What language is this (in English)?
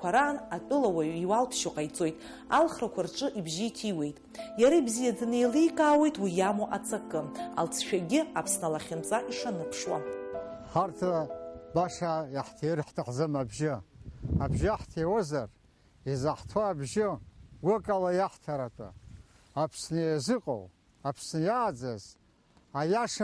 Abkhazian